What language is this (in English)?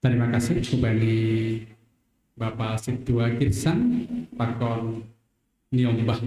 Batak Simalungun